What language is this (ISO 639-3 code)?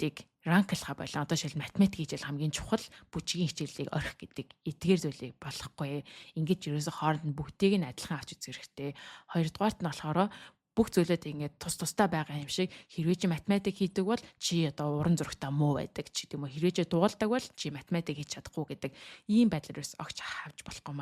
mon